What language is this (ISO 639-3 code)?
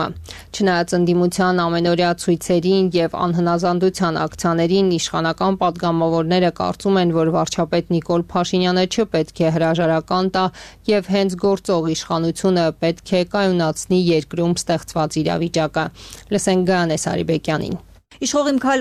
hye